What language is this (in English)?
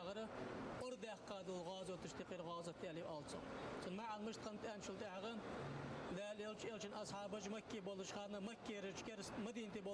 Ingush